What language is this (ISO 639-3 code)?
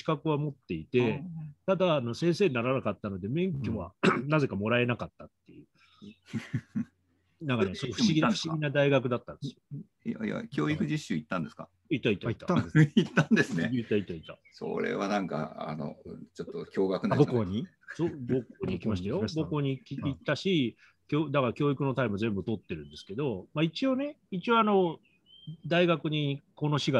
jpn